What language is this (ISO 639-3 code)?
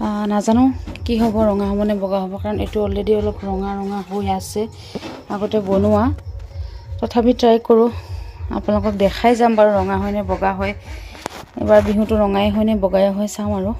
asm